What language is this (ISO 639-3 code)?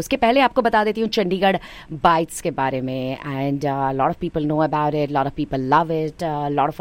hin